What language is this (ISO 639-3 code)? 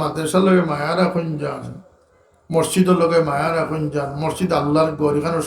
syl